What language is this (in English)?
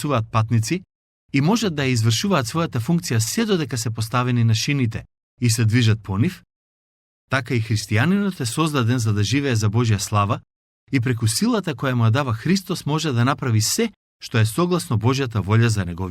Macedonian